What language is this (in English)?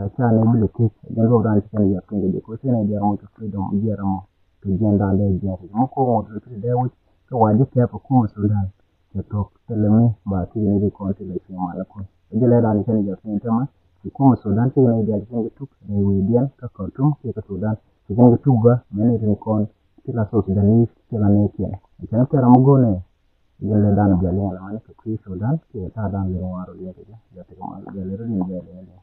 Nuer